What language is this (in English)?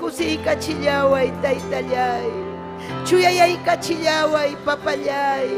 Ayacucho Quechua